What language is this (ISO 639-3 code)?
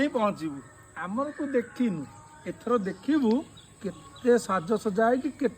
ori